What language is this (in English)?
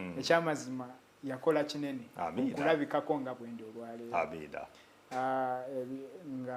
Ganda